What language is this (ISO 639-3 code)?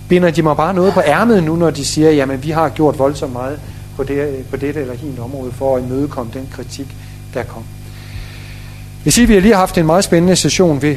dan